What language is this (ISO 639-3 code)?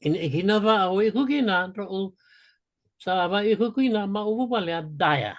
fij